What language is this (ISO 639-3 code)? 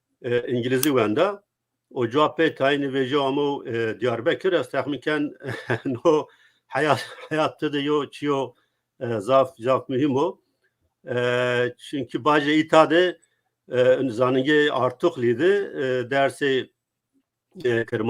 zza